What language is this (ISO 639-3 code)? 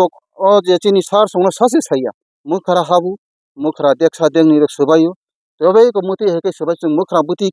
trp